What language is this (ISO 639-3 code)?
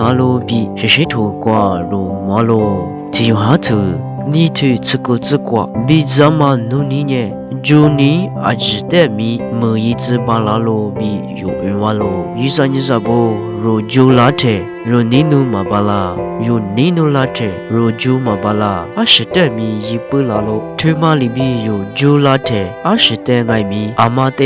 lis